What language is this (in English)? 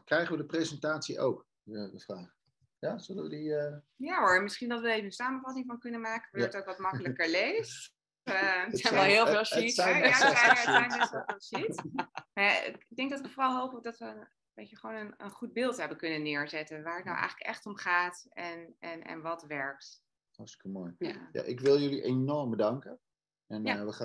Dutch